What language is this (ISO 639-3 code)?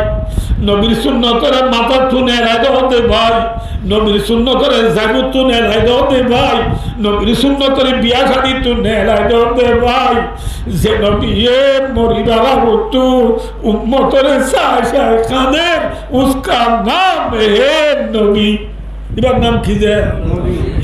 rhg